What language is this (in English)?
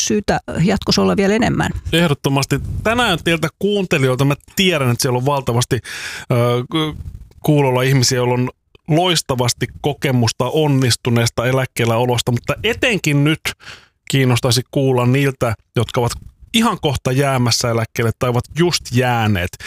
Finnish